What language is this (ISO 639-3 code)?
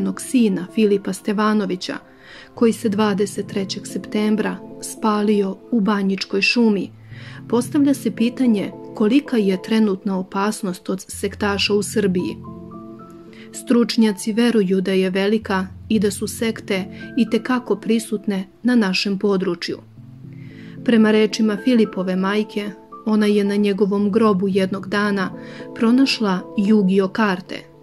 srp